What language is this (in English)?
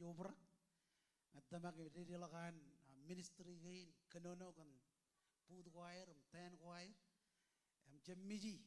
Marshallese